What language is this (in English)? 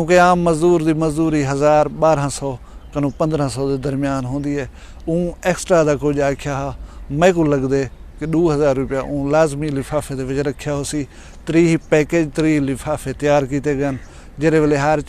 Saraiki